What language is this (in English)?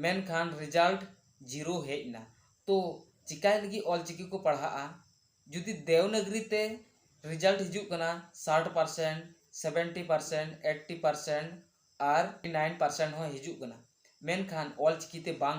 Santali